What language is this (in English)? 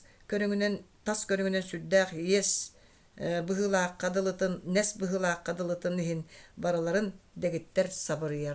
Yakut